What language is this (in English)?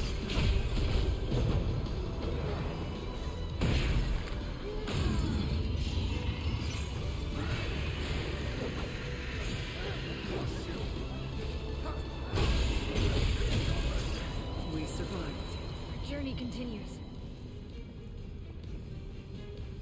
English